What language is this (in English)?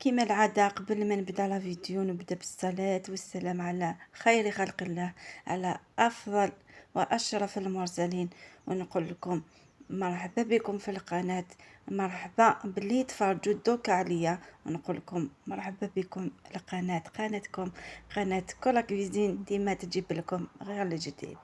Algerian Arabic